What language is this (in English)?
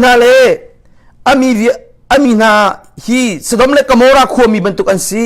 Hakha Chin